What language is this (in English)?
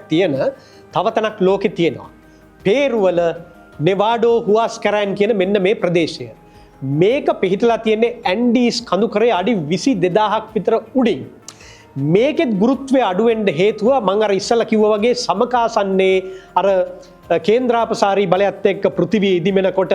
Sinhala